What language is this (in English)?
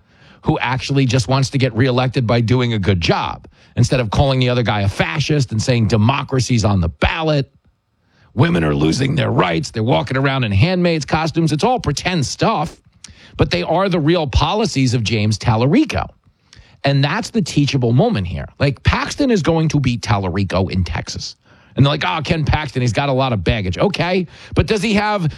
English